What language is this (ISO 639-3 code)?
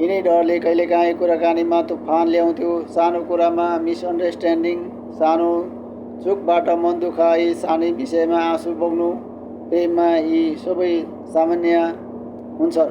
nep